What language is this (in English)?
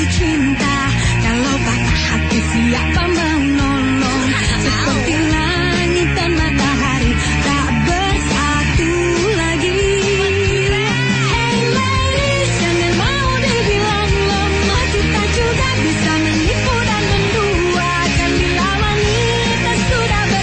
Indonesian